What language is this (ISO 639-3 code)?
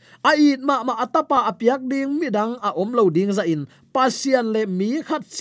ctd